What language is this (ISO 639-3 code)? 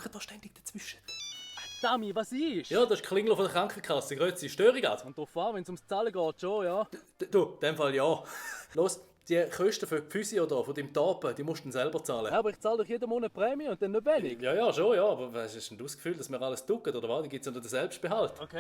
gsw